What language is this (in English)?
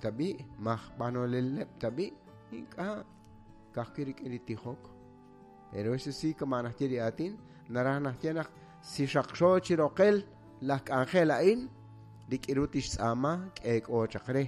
Kekchí